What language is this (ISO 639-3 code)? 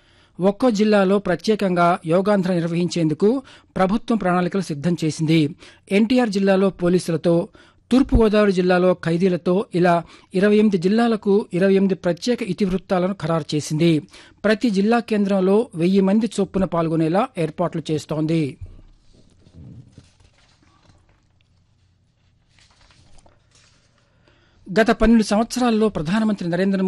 tel